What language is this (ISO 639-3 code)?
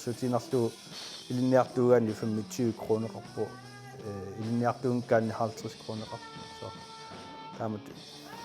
kal